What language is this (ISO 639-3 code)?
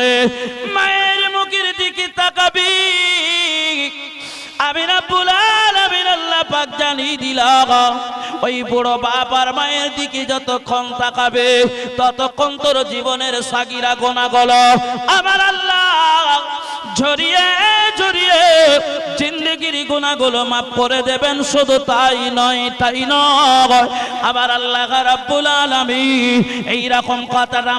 ben